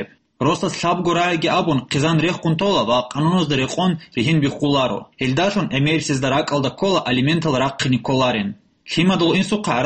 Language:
Avaric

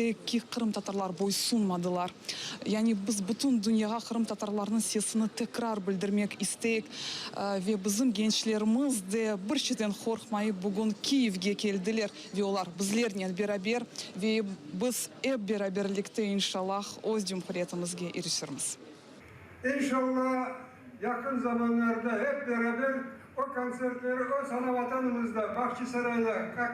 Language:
Crimean Tatar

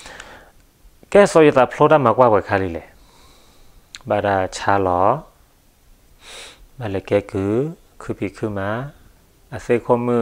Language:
S'gaw Karen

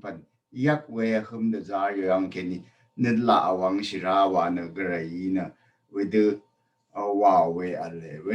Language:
Rawang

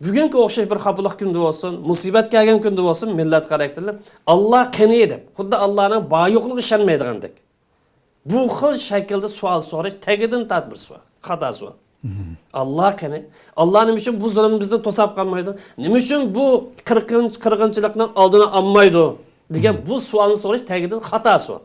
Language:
Uyghur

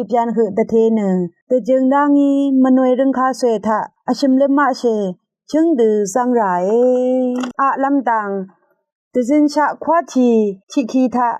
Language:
Rawang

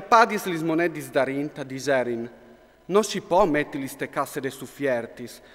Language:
Friulian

